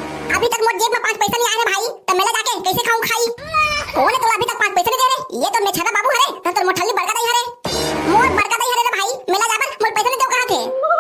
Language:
Chhattisgarhi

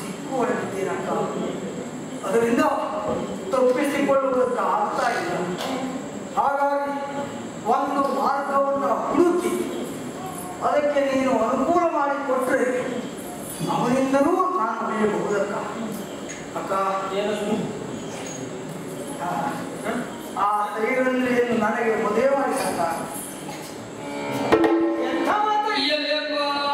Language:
Kannada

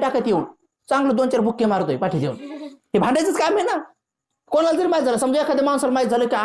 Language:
Marathi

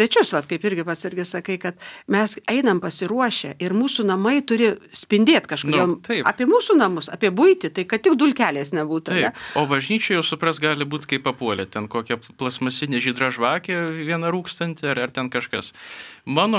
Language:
Lithuanian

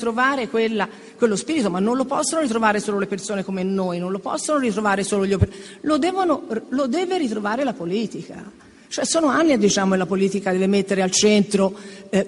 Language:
Italian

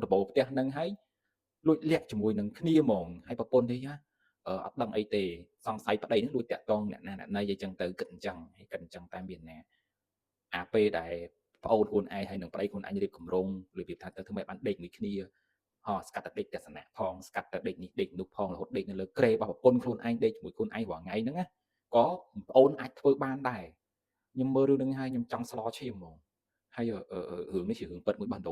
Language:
Khmer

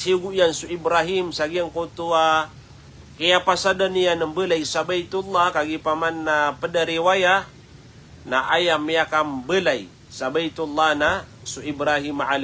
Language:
Maranao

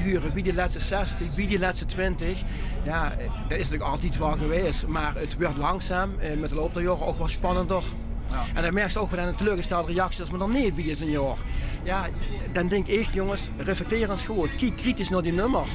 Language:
Limburgish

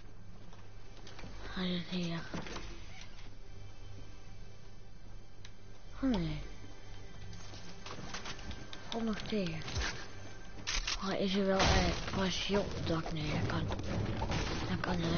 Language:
Dutch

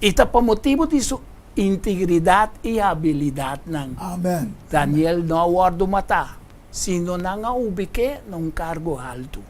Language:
Papiamento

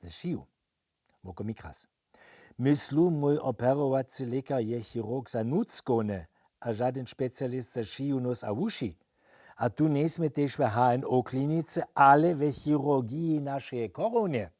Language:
Upper Sorbian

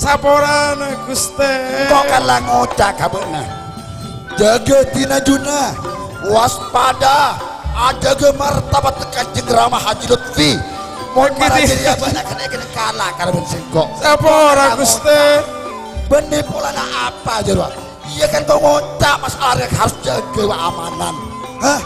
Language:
Madurese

